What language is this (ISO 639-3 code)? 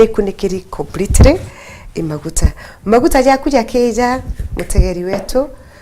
mer